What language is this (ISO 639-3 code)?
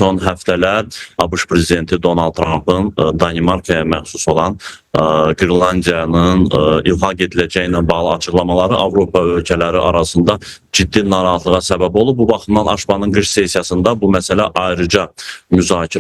aze